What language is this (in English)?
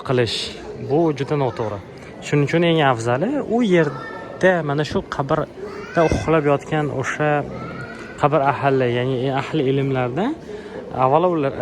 Uzbek